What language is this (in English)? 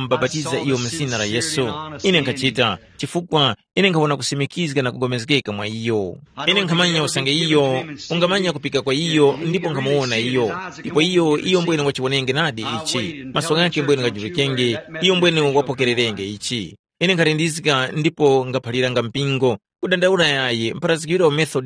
Tumbuka